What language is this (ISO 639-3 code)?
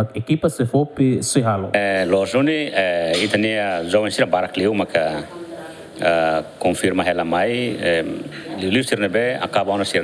tet